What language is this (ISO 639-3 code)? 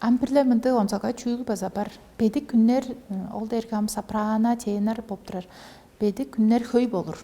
tyv